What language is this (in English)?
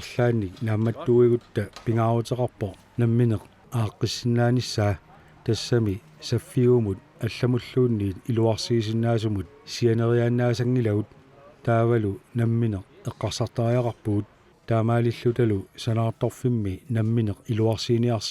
Kalaallisut